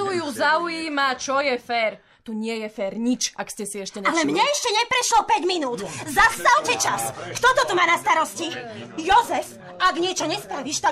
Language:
Slovak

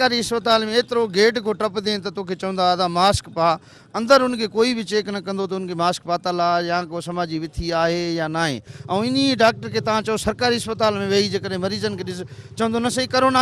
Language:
Sindhi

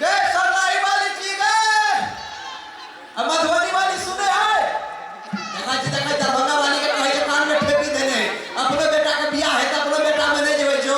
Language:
Maithili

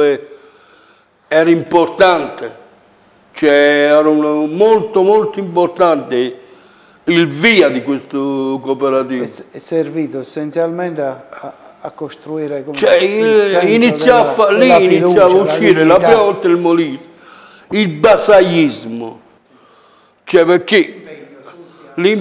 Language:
Italian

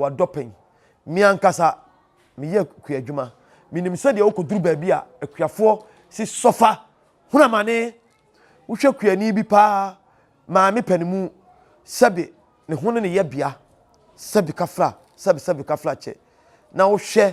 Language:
Akan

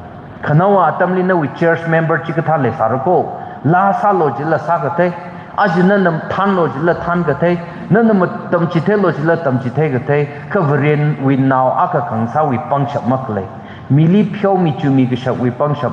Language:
Tangkhul Naga (India)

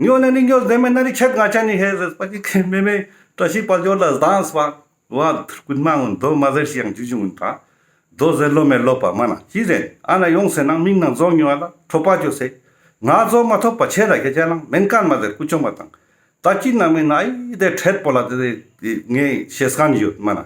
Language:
Ladakhi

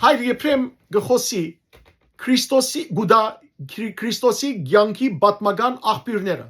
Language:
Western Armenian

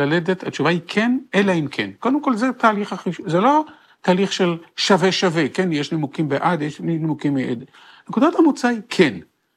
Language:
Hebrew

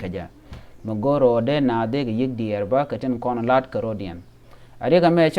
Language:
Nuer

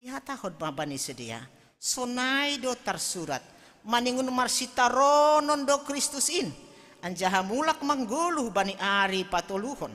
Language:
Batak Simalungun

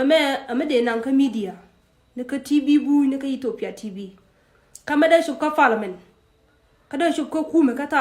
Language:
Nuer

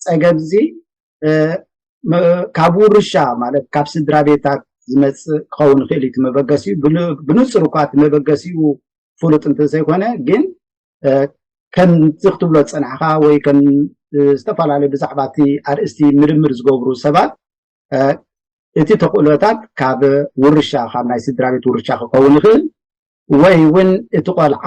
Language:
Tigrinya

